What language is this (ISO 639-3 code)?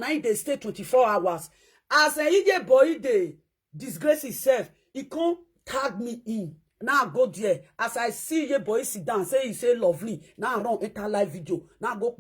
pcm